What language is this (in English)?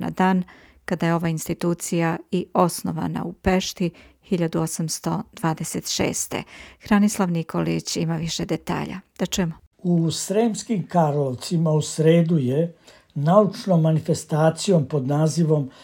Serbian